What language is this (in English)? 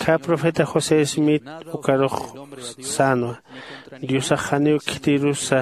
Aymara